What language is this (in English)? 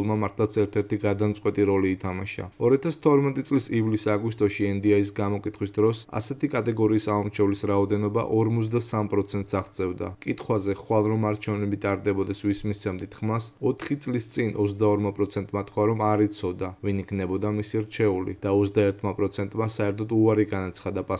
Georgian